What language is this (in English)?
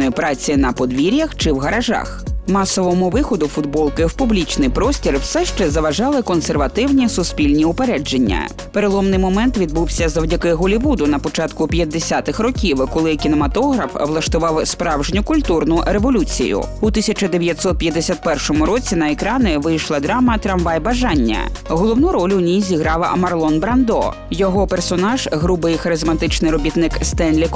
Ukrainian